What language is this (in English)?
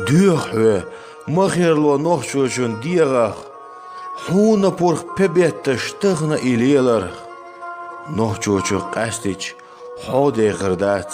Chechen